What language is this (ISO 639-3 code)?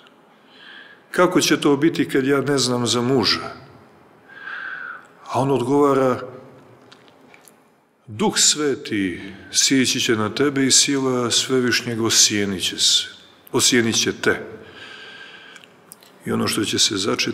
srp